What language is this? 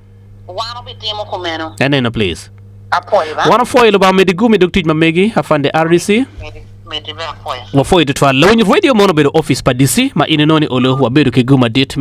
Acoli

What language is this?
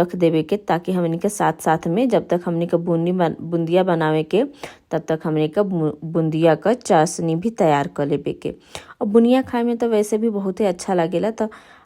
Bhojpuri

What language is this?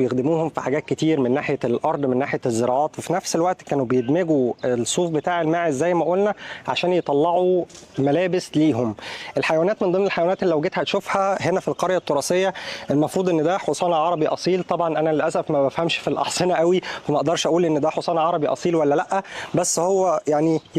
Egyptian Arabic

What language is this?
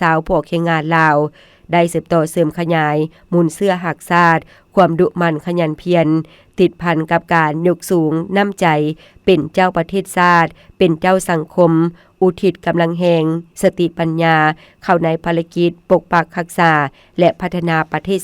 Lao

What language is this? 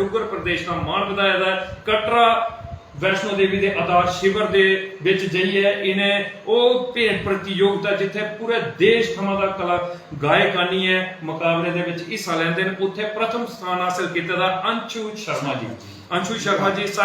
Dogri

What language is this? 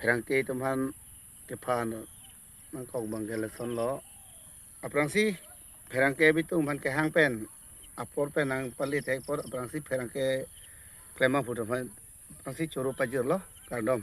Karbi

